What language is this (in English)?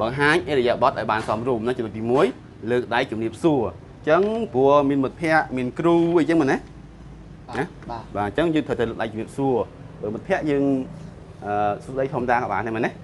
Khmer